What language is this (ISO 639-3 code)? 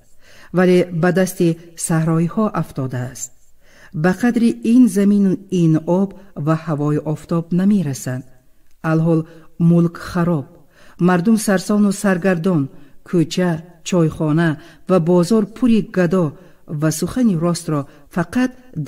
tgk